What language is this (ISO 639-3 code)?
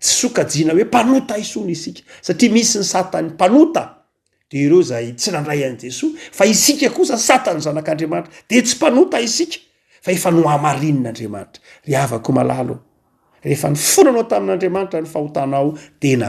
mlg